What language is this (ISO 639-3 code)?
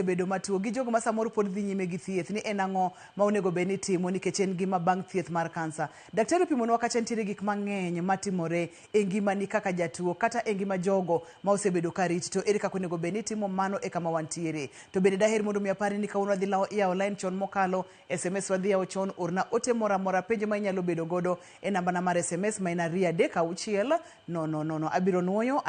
luo